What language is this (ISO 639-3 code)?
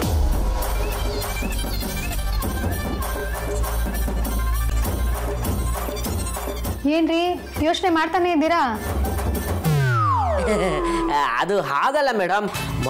kan